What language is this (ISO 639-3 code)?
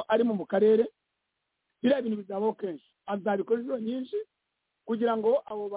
kin